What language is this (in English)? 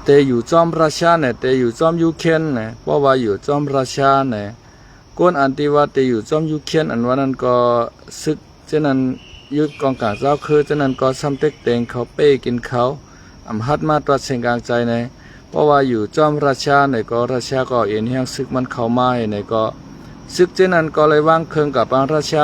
Shan